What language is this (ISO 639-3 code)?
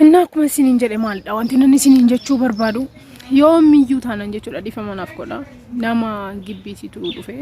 orm